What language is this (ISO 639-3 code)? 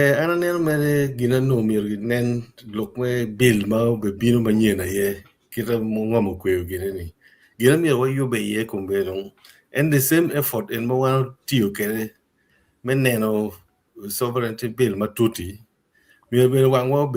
ach